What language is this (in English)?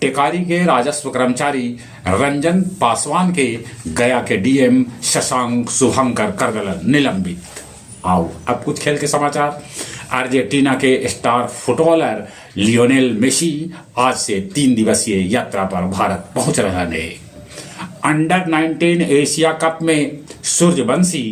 Magahi